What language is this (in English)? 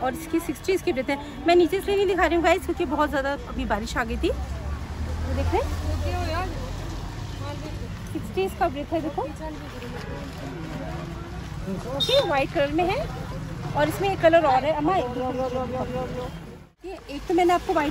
Hindi